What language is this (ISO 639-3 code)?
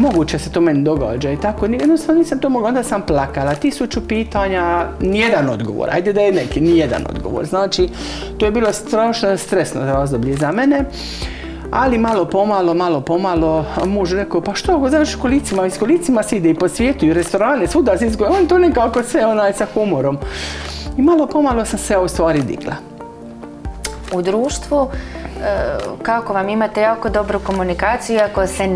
hrv